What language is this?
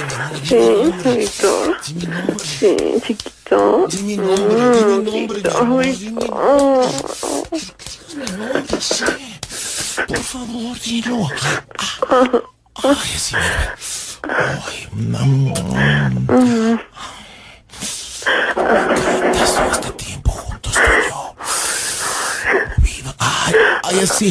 Spanish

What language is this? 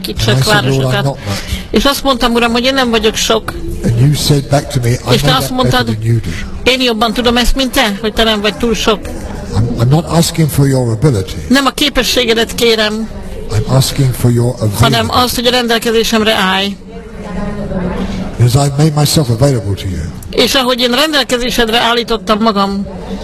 Hungarian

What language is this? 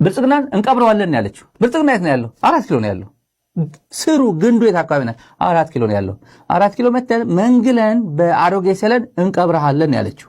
Amharic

